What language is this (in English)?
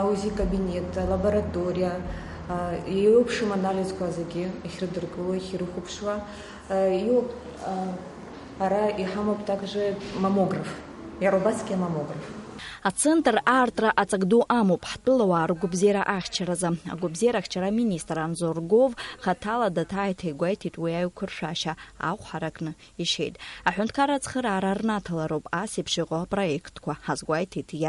Abkhazian